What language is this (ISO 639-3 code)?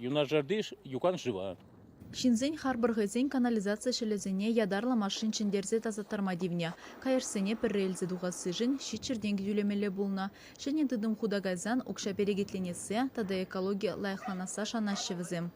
chv